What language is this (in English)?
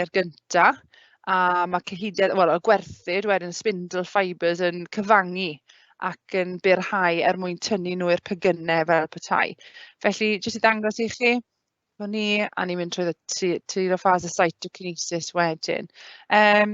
Welsh